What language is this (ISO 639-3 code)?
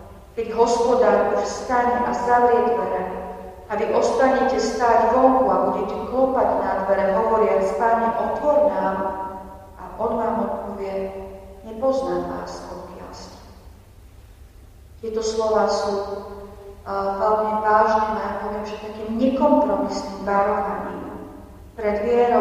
slk